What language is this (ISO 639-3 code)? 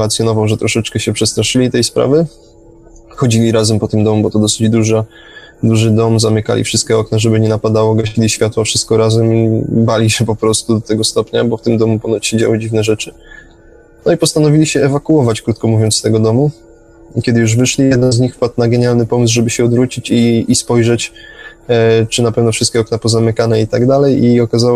pol